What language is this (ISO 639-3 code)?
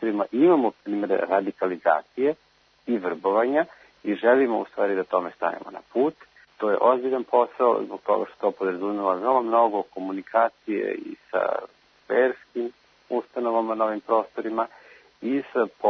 srp